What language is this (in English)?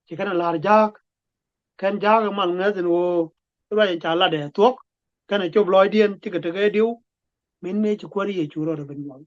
Nuer